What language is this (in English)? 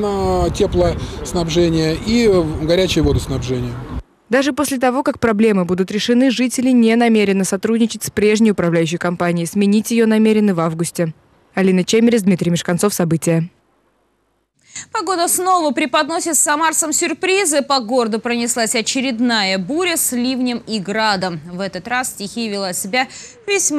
Russian